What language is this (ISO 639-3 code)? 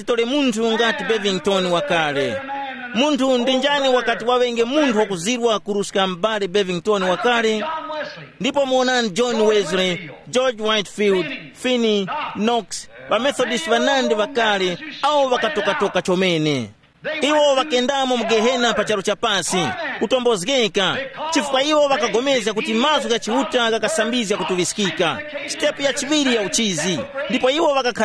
tum